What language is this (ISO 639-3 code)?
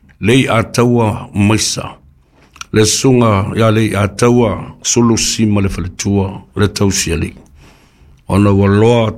smo